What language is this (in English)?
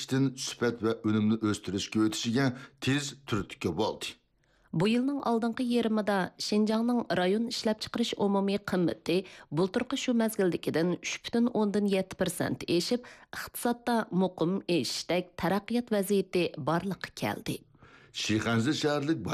Uyghur